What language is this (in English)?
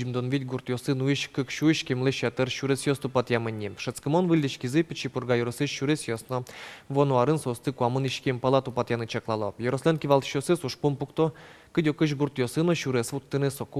Udmurt